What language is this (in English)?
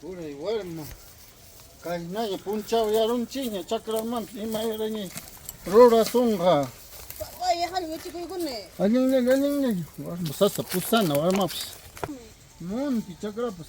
Ayacucho Quechua